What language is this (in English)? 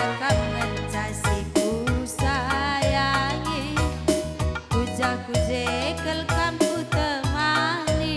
Batak Karo